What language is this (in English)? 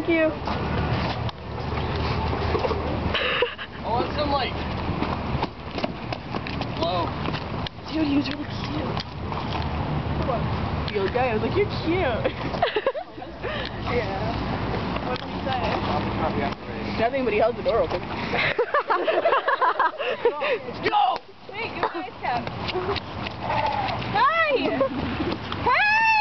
English